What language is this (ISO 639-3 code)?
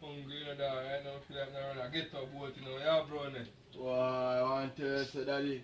jam